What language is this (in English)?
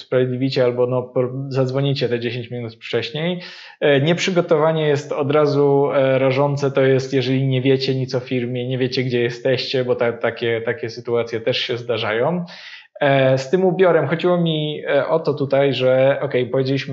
Polish